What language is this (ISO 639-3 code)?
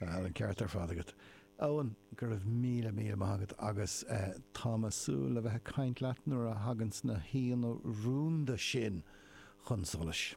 gle